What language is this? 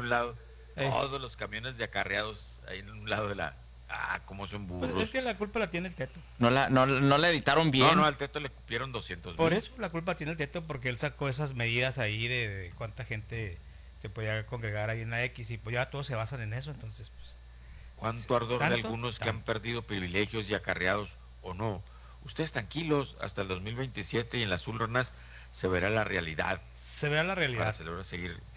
Spanish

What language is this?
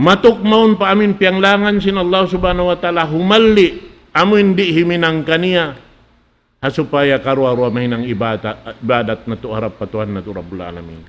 Tausug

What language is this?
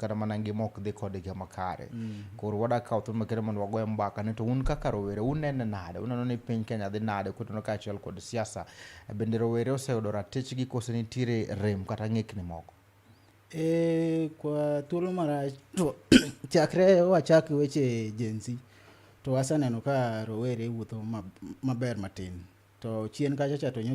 Luo (Kenya and Tanzania)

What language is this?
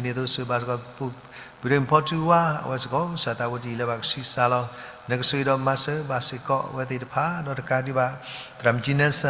S'gaw Karen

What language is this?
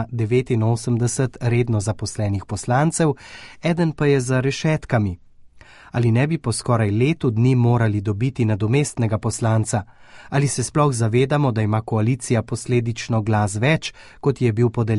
Slovenian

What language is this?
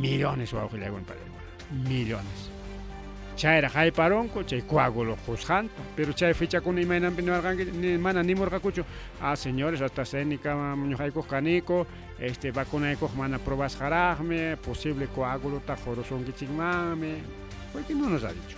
Ayacucho Quechua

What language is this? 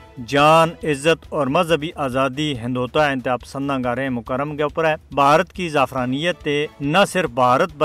Gujari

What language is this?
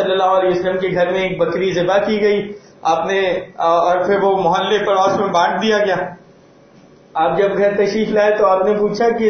Urdu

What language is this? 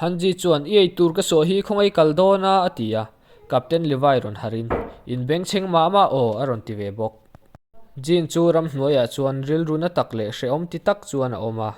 Mizo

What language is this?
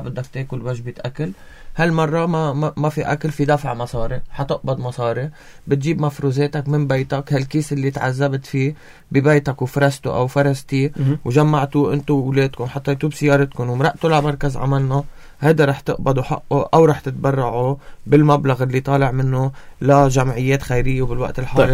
North Levantine Arabic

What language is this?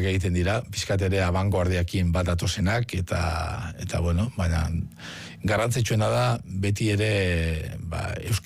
Basque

